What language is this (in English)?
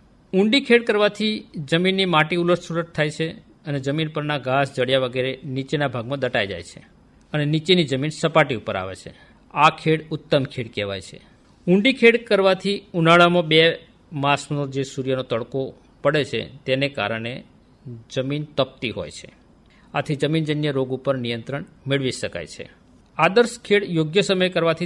Gujarati